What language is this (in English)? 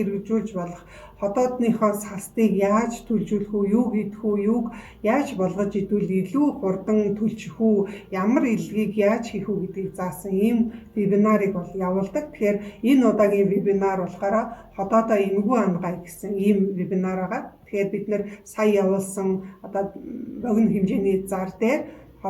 Mongolian